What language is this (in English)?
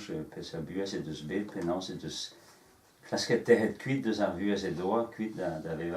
Breton